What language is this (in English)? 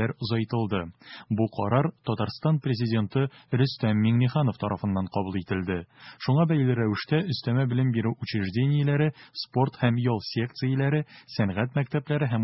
Tatar